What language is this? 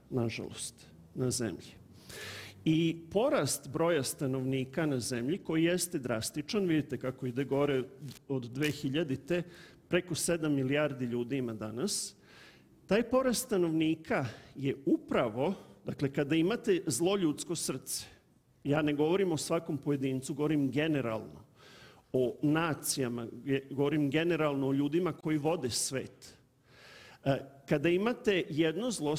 Serbian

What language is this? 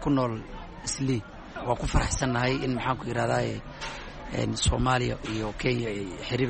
Somali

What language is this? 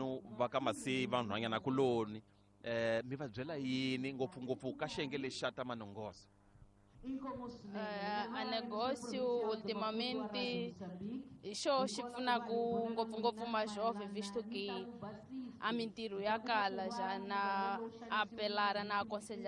Tsonga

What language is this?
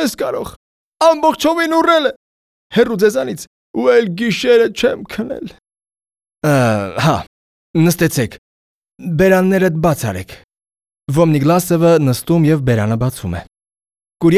Armenian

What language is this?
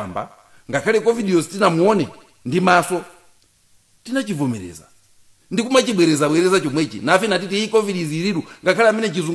Nyanja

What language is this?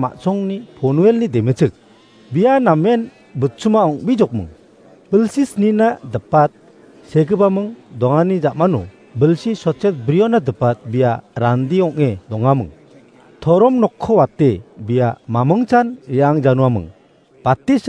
Garo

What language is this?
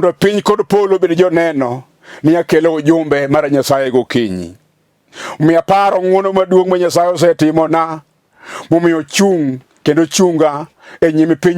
Luo (Kenya and Tanzania)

